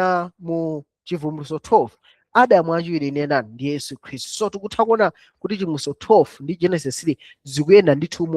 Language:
Nyanja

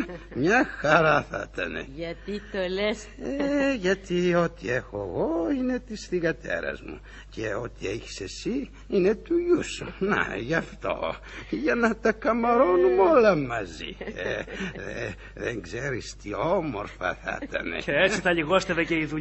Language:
Greek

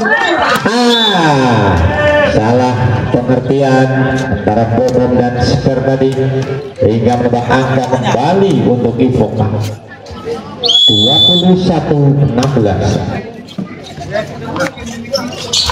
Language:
Indonesian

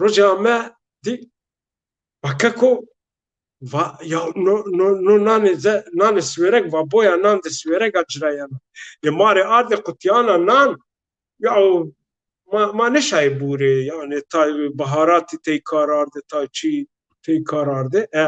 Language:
Zaza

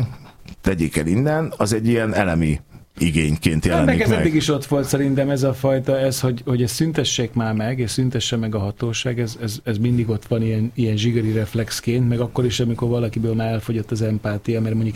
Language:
Hungarian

